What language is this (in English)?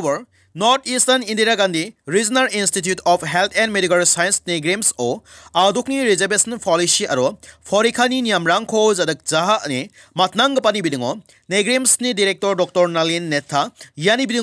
Garo